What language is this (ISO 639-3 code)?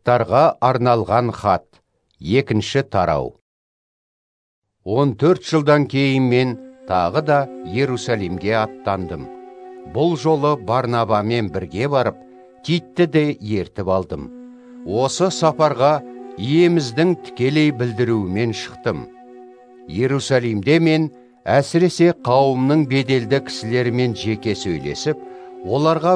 kaz